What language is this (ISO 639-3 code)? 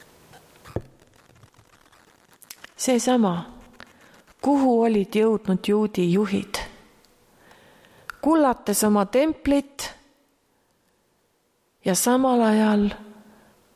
est